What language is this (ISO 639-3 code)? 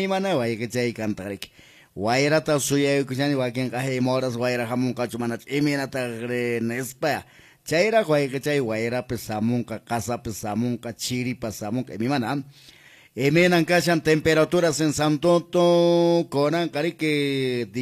que